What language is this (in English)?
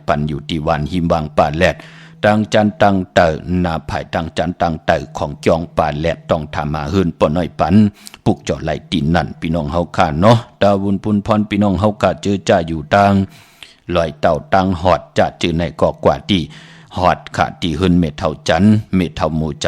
Shan